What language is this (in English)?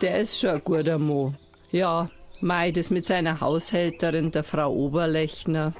Bavarian